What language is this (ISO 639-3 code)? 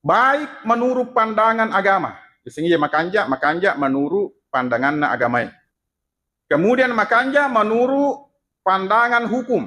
bug